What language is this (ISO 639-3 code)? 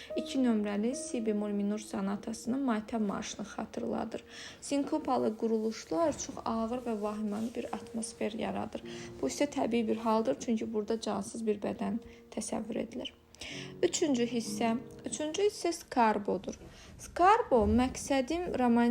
aze